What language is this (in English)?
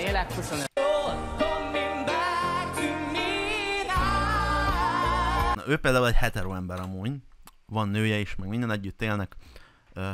Hungarian